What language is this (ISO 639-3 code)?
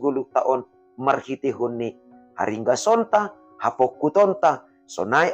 bts